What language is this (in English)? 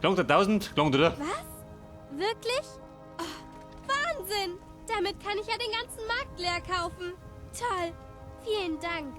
Bavarian